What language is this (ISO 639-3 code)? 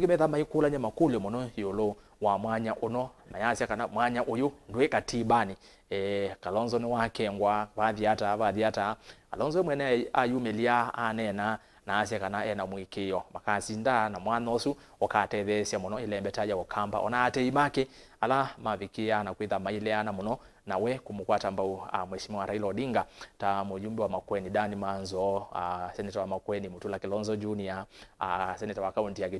kam